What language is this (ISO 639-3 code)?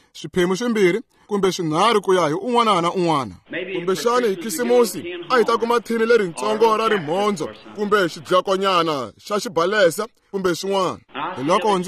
tso